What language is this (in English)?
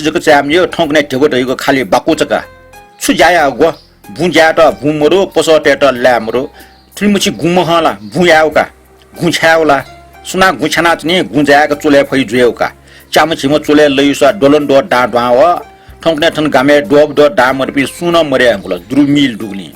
Newari